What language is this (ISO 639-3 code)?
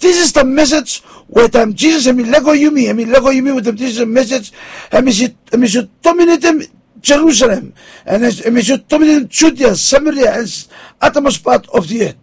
bis